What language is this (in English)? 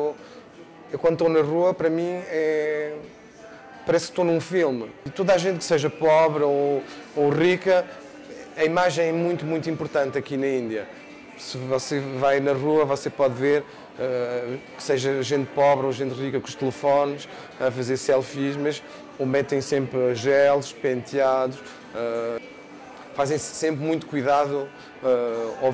Portuguese